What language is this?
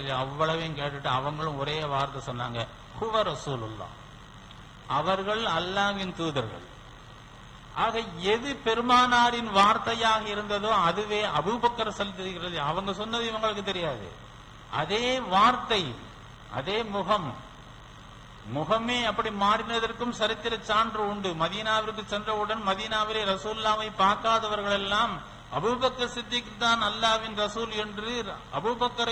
Tamil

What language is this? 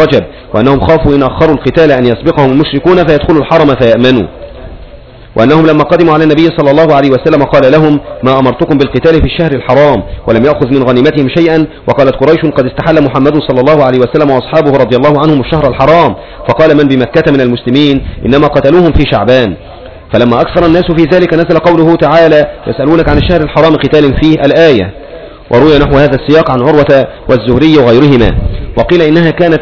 Arabic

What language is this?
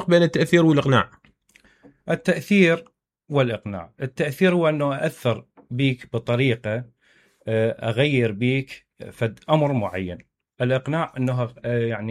Mesopotamian Arabic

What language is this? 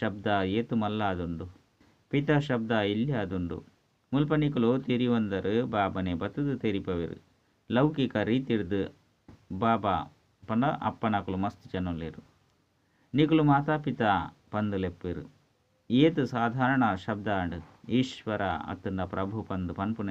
Tulu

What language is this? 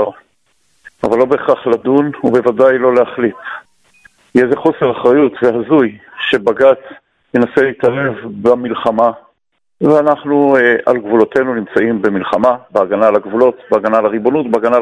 Hebrew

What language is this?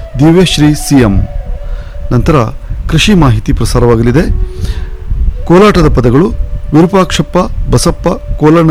Kannada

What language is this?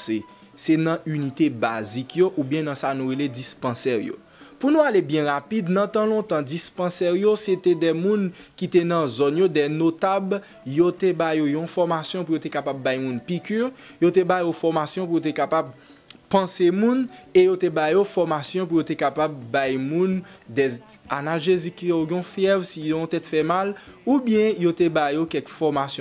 Haitian Creole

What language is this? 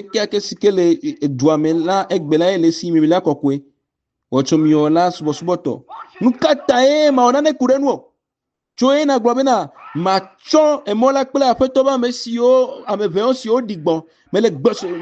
Ewe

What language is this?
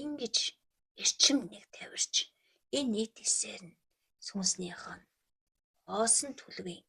Mongolian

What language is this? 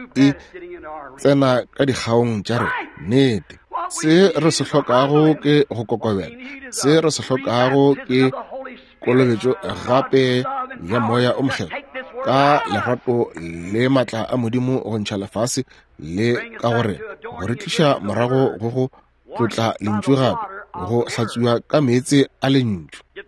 Northern Sotho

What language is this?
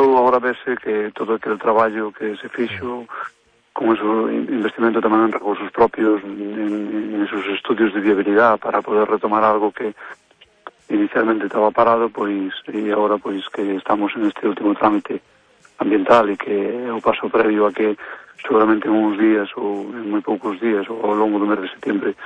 Galician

